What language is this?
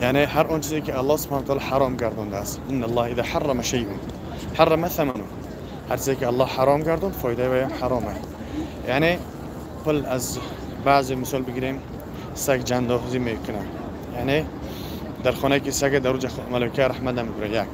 Tajik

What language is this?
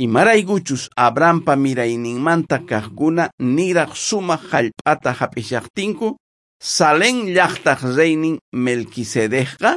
South Bolivian Quechua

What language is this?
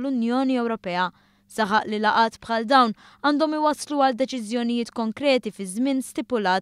Maltese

